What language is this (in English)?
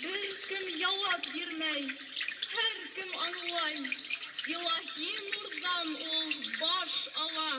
Bashkir